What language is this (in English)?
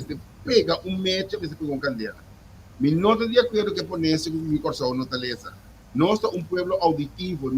Papiamento